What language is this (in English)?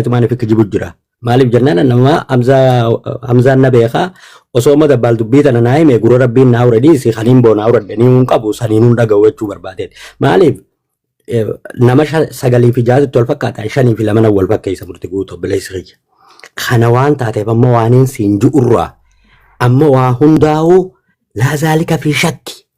Oromo